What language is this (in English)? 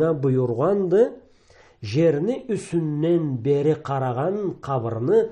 Karachay-Balkar